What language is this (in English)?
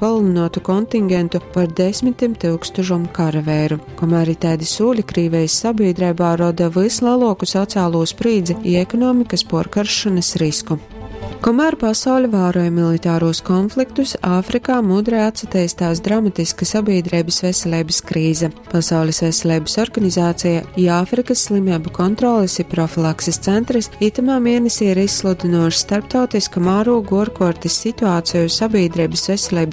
Latgalian